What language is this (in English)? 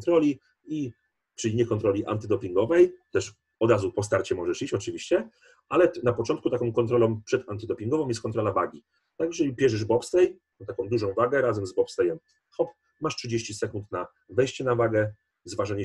Polish